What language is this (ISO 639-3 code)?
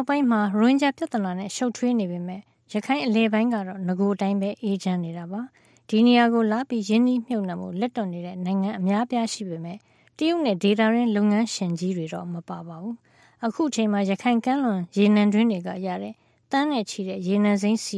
mya